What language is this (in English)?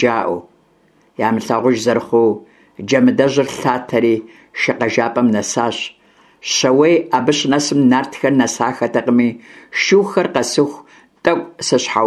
Kabardian